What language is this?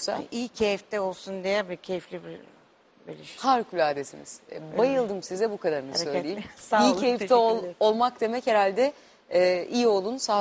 Turkish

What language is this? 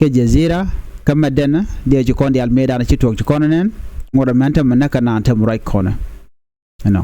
Nuer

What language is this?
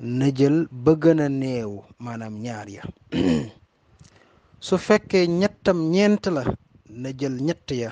Wolof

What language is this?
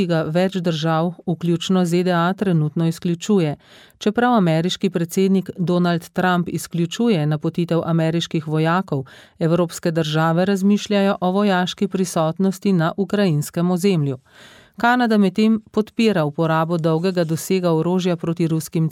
Slovenian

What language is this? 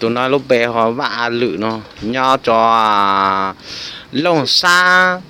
Hmong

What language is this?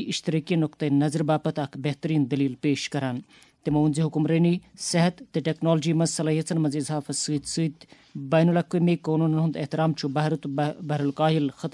Kashmiri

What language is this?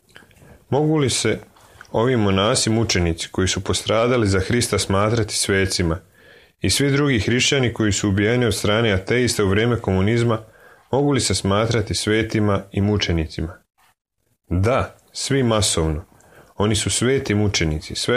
Serbian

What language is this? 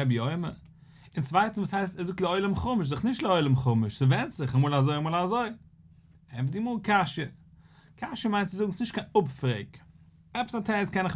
Yiddish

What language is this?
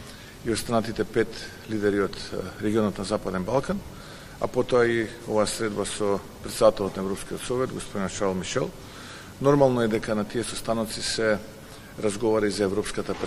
Macedonian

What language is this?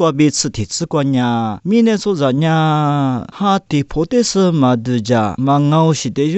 Lisu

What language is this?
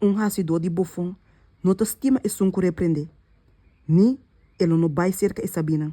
Papiamento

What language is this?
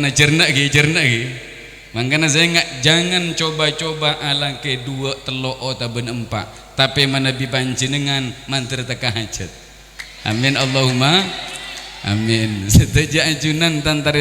Madurese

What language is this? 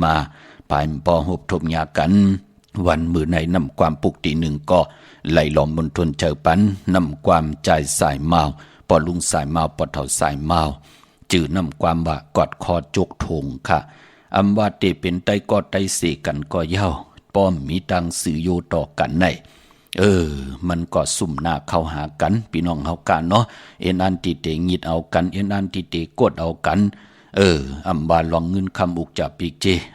Shan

